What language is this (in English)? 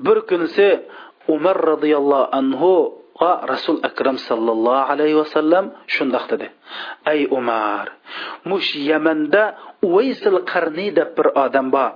Uyghur